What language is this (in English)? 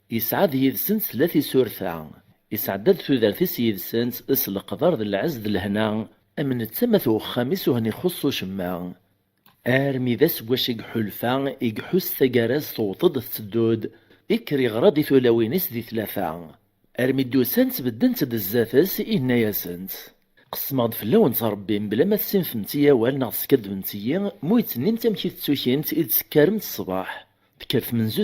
Kabyle